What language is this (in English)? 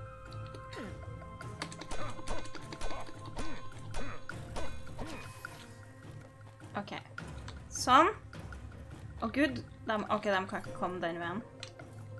Norwegian